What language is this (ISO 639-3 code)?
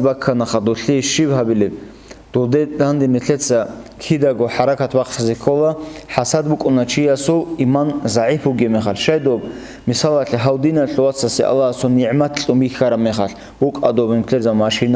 ava